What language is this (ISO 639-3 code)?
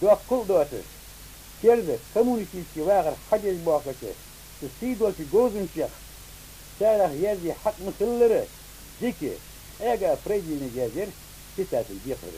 inh